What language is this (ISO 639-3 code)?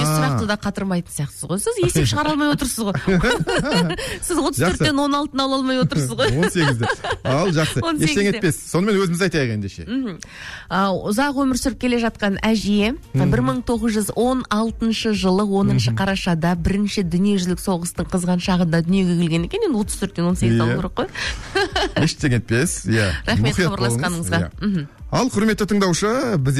kaz